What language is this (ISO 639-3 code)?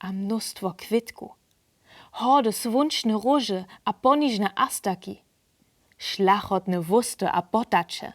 hsb